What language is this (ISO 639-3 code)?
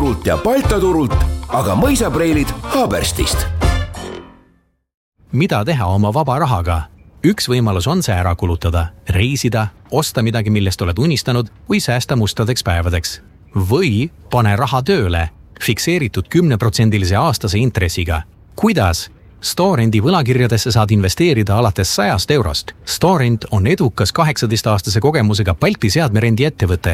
est